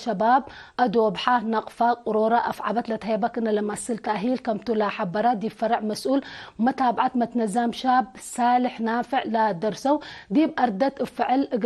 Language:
Tigre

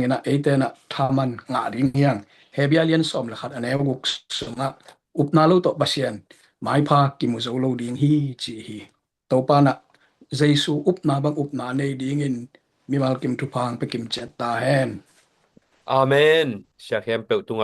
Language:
Tedim Chin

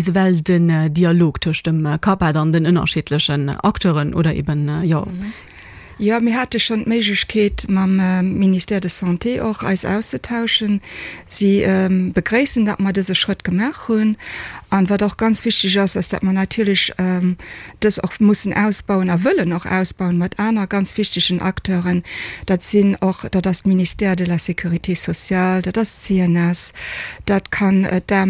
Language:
Luxembourgish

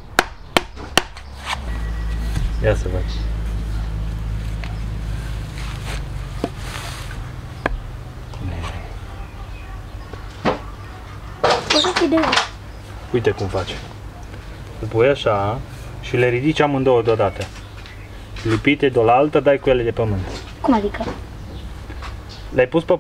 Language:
Romanian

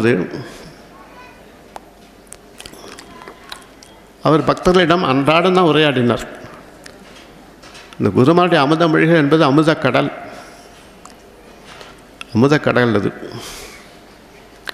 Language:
Tamil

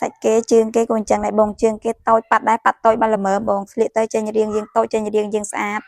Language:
Khmer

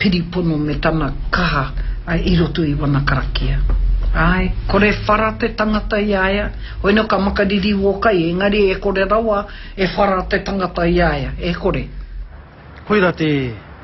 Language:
Māori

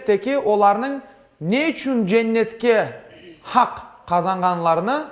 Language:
Crimean Tatar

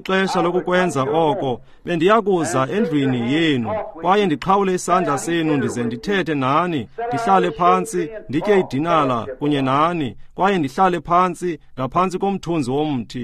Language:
Xhosa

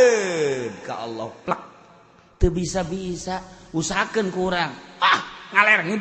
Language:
Sundanese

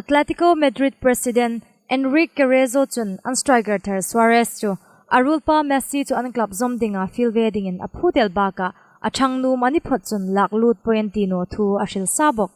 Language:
Hmar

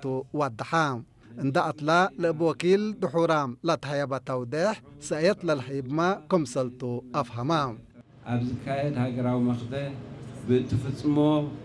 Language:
Tigrinya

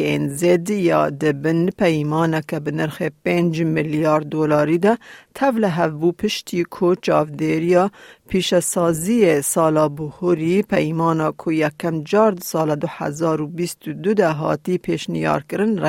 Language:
Kurdish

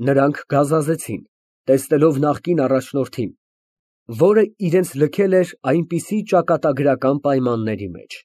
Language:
Armenian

